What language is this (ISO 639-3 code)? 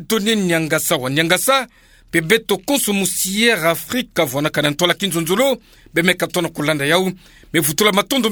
ktu